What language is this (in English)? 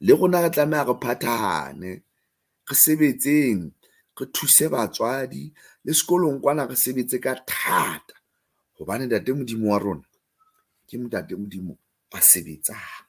Southern Sotho